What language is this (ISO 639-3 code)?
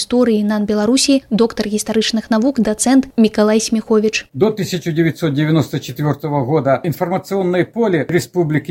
bel